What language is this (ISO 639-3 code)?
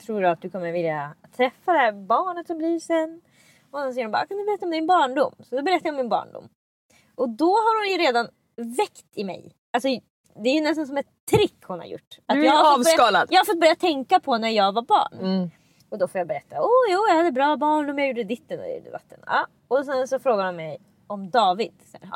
swe